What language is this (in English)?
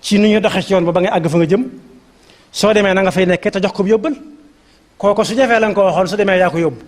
Wolof